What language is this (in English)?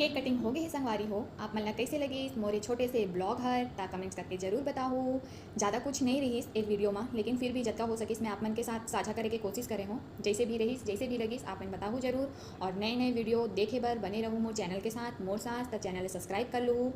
Chhattisgarhi